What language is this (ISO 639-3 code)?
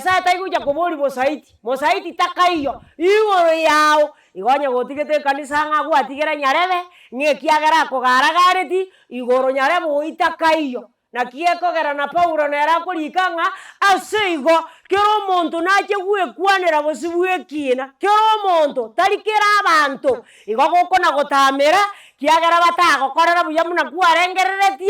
guz